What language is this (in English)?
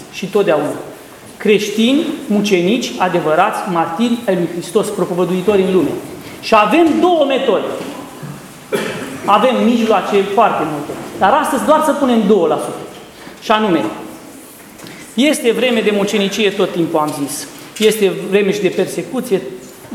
Romanian